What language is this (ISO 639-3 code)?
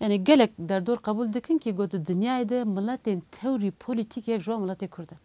kur